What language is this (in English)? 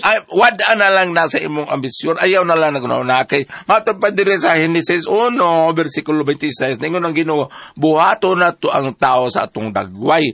Cebuano